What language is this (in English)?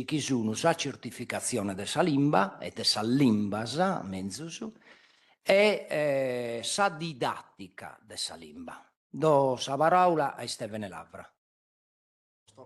Sardinian